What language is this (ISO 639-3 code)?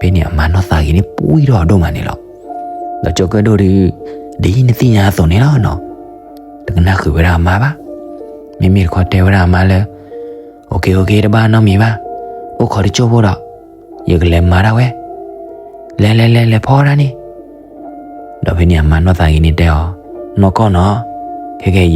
ksw